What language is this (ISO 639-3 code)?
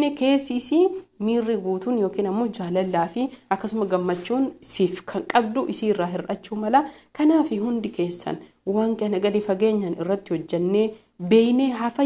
orm